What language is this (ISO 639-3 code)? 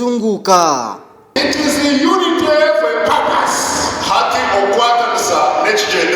nyn